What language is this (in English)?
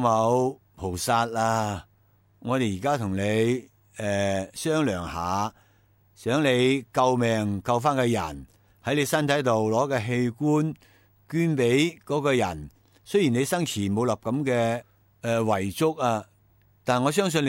Cantonese